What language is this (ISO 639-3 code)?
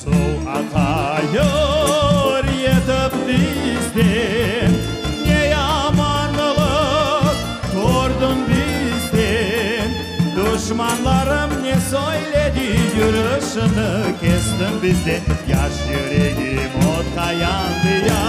crh